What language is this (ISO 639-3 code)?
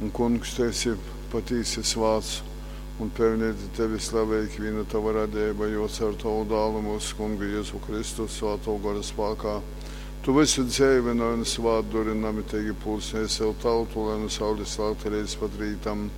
ltg